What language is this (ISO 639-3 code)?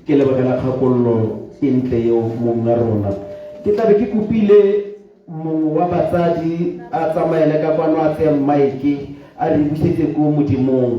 tsn